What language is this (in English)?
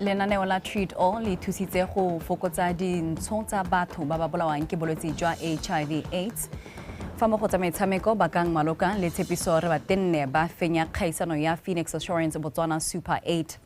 Tswana